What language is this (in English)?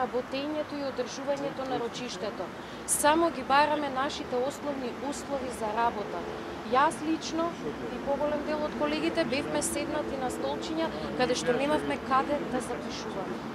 Macedonian